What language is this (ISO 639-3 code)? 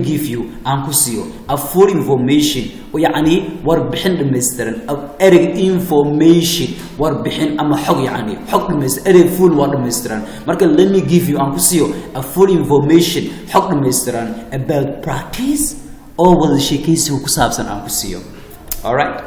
som